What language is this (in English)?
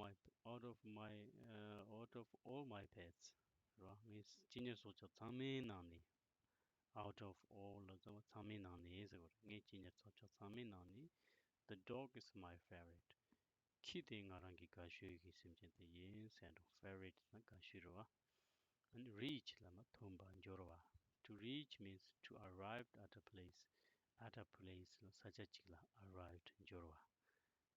Tibetan